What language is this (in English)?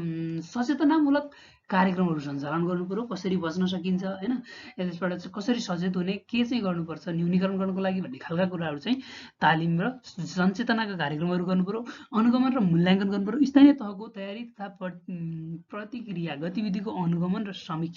Nepali